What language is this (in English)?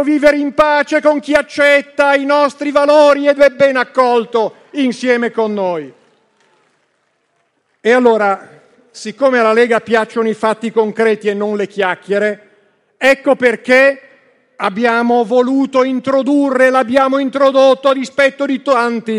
Italian